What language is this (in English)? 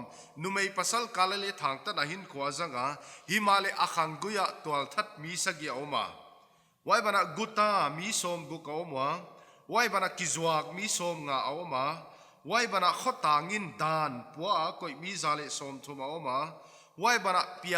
Paite Chin